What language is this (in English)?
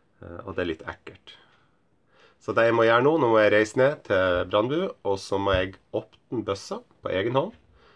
Norwegian